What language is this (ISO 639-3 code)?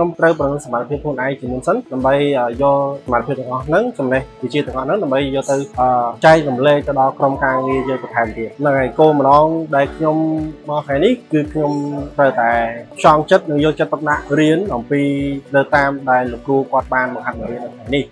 khm